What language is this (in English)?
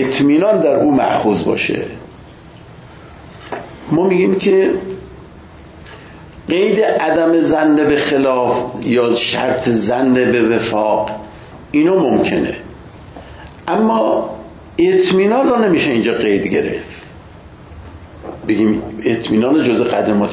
Persian